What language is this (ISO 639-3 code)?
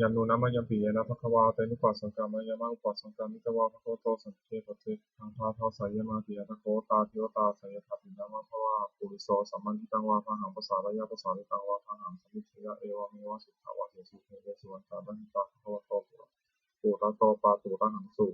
pli